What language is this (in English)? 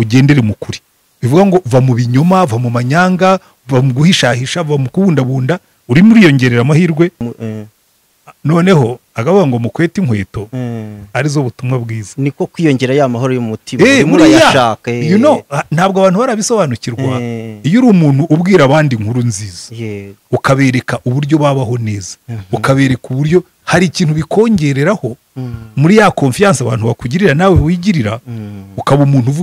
Kinyarwanda